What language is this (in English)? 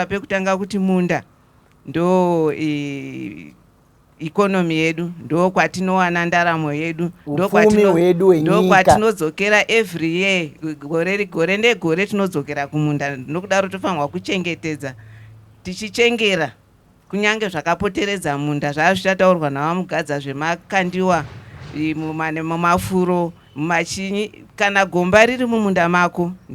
Shona